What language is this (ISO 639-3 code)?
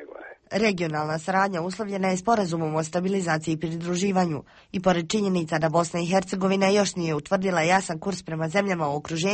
bos